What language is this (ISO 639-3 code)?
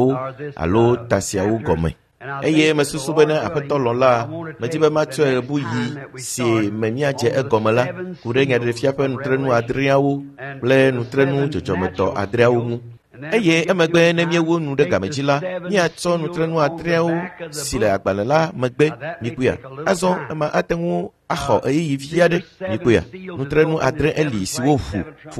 ewe